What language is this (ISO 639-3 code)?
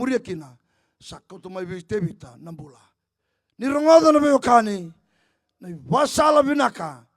fij